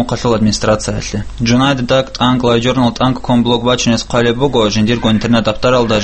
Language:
Avaric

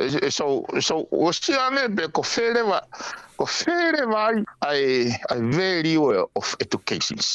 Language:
Tongan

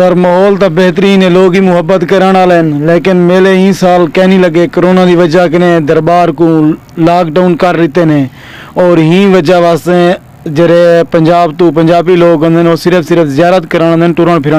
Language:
Saraiki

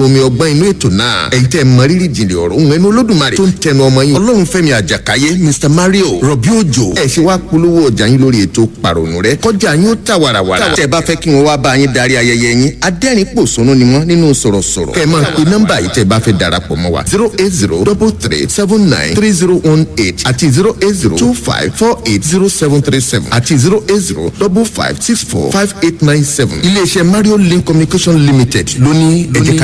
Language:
Yoruba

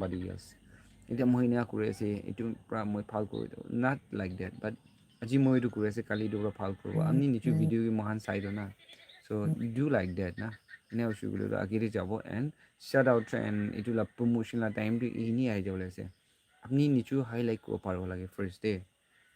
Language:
Naga Pidgin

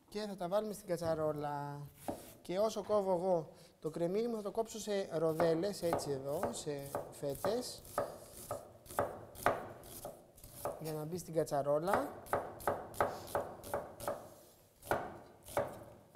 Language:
Greek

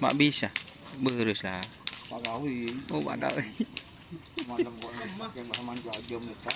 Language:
Madurese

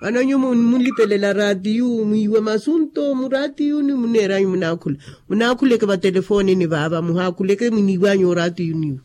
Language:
Makhuwa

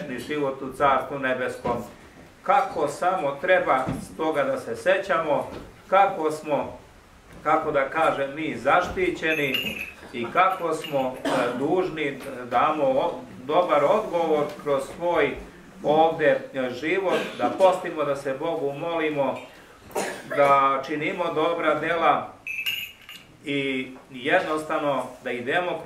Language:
Serbian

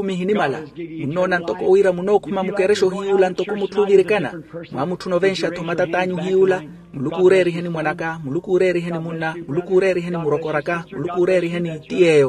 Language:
Makhuwa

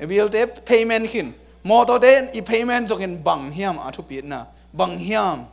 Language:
Tedim Chin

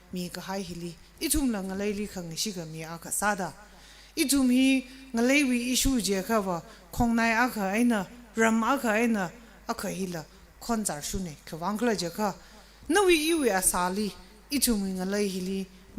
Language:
Tangkhul Naga (India)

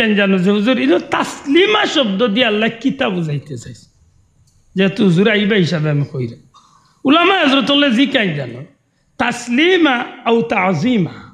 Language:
Sylheti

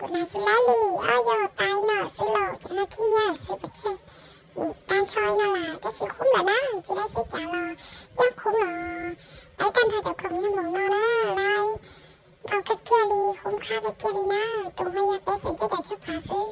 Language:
Hmong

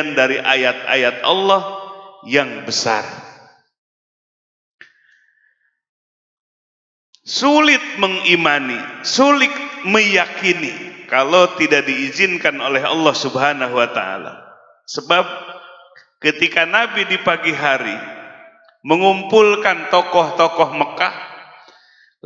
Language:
Indonesian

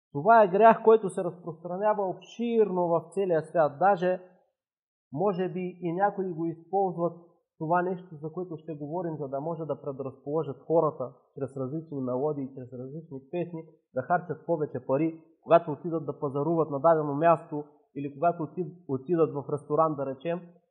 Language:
Bulgarian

